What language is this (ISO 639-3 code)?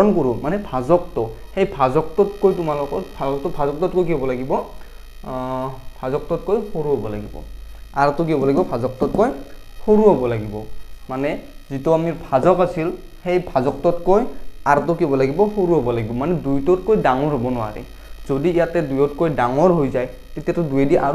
asm